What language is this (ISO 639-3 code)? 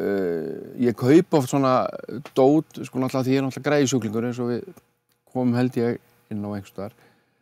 isl